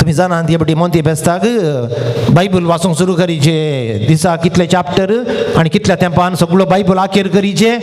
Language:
Konkani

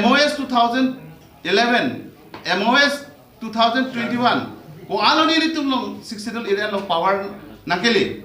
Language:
Karbi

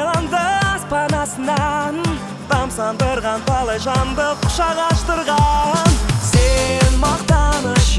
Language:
Kazakh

